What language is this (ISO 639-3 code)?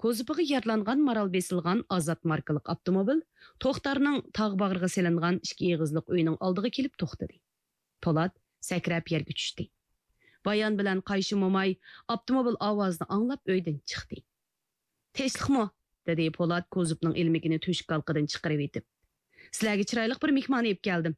uig